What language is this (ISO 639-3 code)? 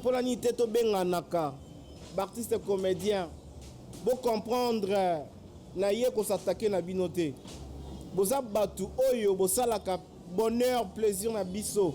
lin